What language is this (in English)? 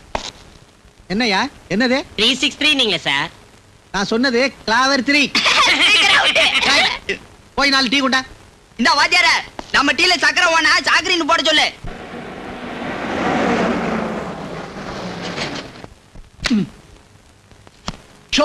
Tamil